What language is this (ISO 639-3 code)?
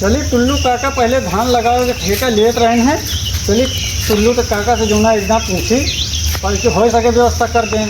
awa